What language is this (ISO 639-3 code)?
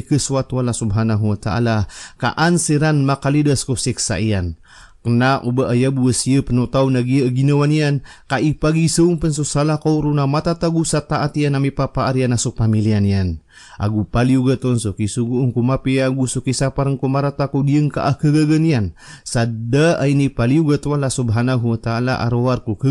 mrw